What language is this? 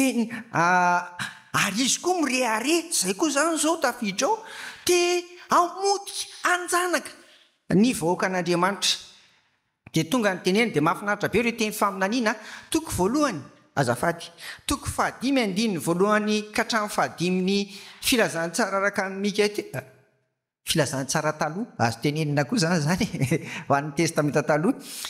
Malagasy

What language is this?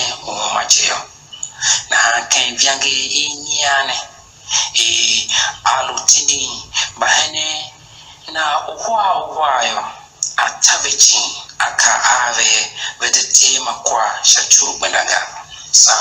Tiv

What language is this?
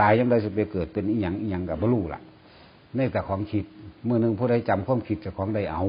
Northeastern Thai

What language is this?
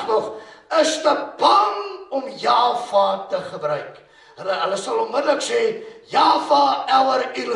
Afrikaans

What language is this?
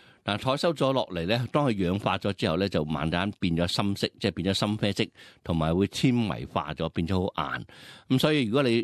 Cantonese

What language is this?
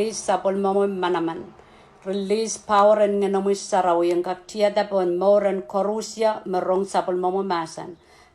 Pohnpeian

